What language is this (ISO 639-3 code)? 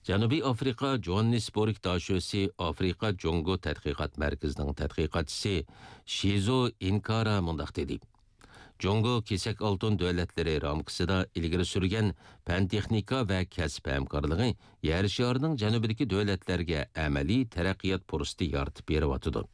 uig